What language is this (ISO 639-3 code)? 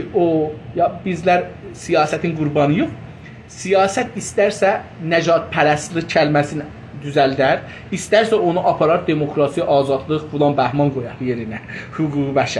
azb